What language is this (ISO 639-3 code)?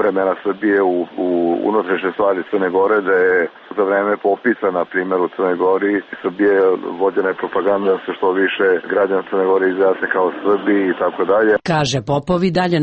srp